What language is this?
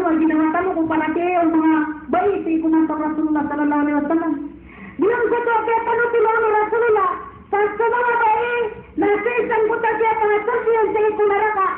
Maranao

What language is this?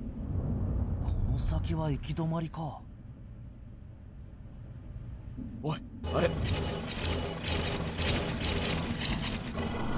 Japanese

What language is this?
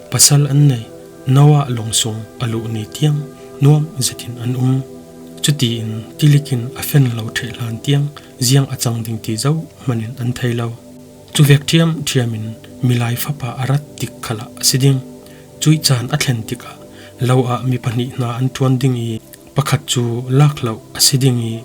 Falam Chin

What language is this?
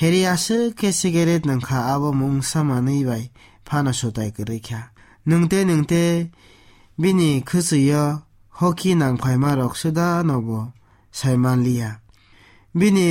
Kok Borok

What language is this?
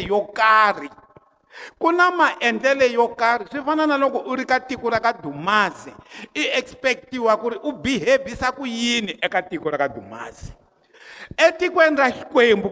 Tsonga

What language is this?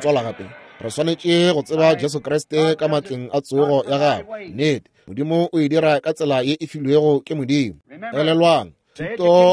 Northern Sotho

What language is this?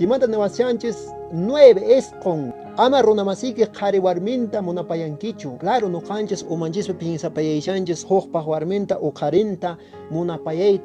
Quechua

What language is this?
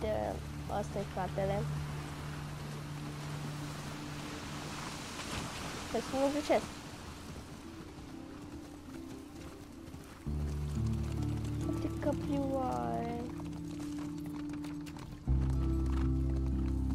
Romanian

